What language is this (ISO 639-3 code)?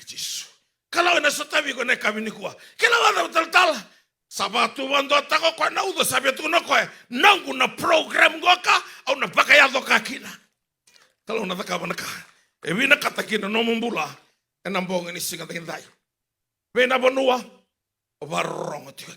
fij